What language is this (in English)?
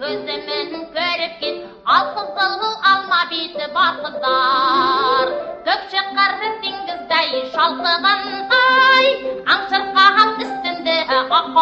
Tatar